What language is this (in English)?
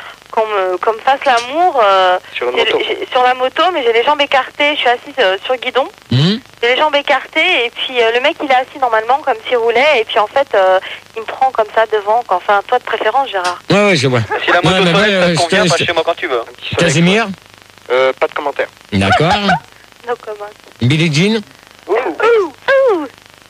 French